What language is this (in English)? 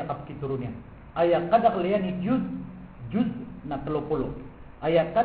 Maranao